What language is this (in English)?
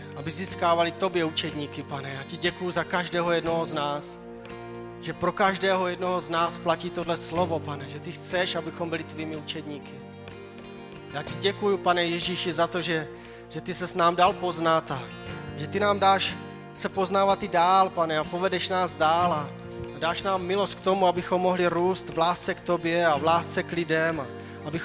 Czech